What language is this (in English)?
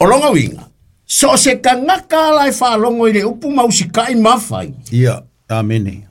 Samoan